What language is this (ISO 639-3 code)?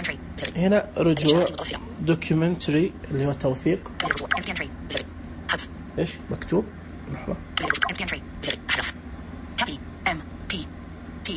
ars